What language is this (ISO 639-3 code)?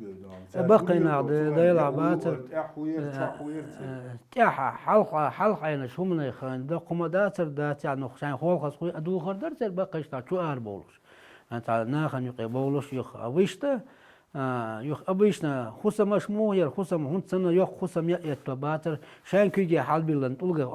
che